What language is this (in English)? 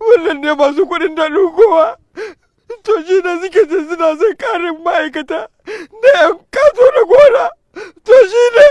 Hausa